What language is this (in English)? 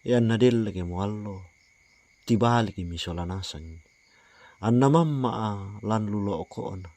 Toraja-Sa'dan